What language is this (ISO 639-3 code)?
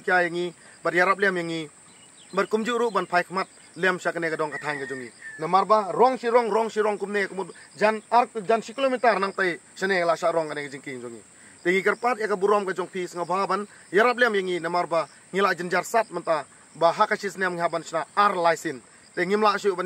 kha